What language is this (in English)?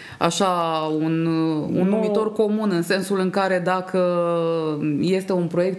Romanian